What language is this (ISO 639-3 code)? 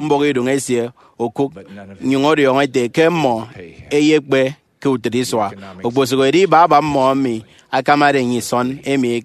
efi